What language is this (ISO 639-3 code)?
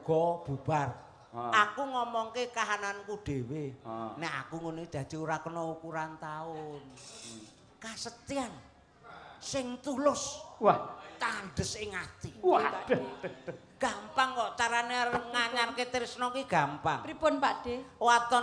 jav